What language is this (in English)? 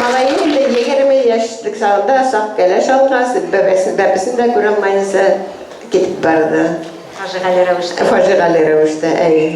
Bashkir